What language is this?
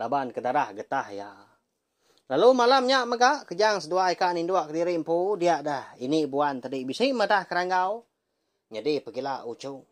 Iban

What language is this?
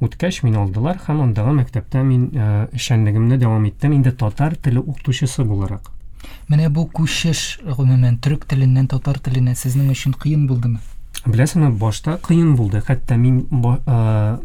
Tatar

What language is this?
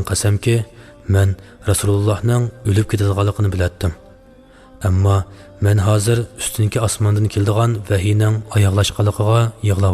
Uyghur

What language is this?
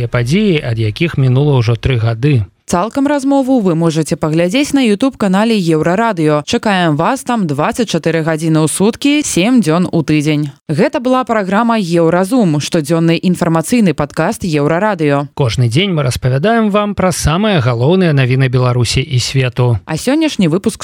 Belarusian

